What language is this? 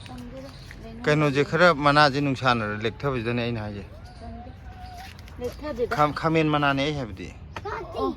Manipuri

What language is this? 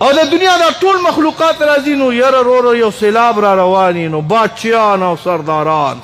Pashto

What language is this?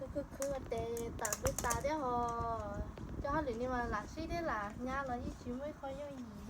Hmong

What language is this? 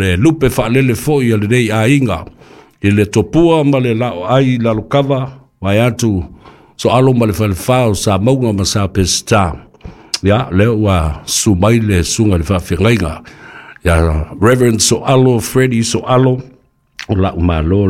Samoan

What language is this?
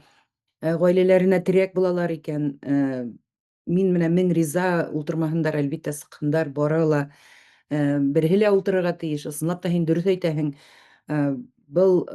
Bashkir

